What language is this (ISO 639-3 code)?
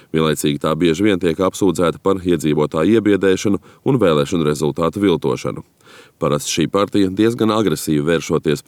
lav